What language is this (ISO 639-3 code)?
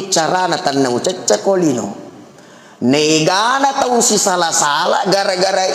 bug